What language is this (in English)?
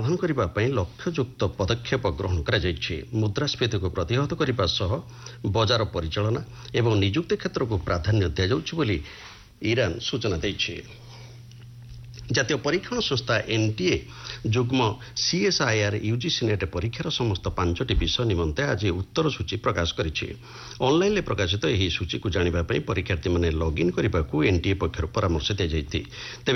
Odia